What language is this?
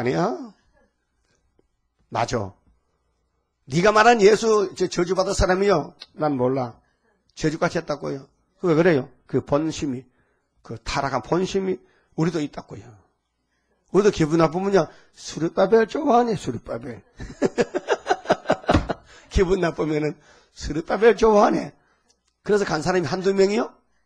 Korean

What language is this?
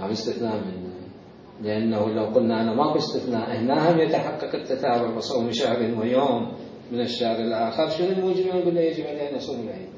Mesopotamian Arabic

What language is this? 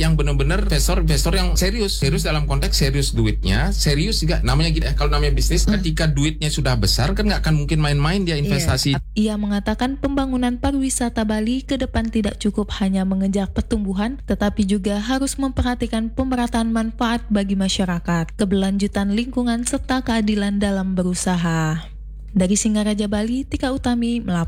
Indonesian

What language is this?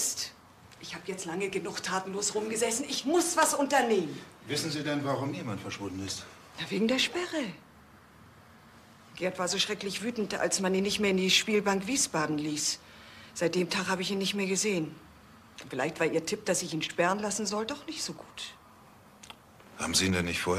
German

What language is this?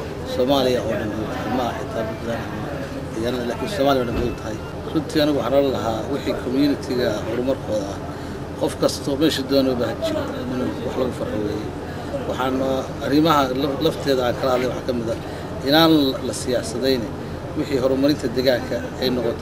Somali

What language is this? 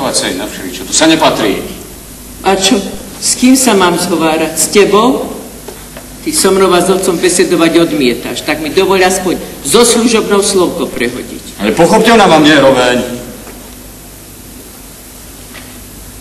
Slovak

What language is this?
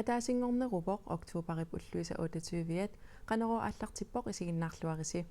Kalaallisut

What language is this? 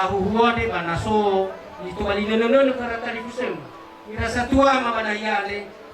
Nias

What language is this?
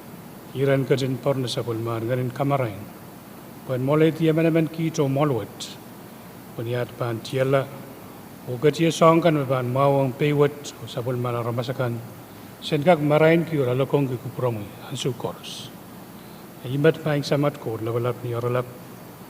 Pohnpeian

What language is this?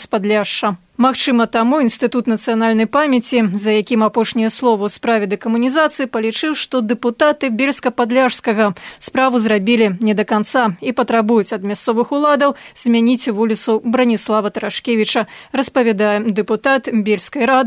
Belarusian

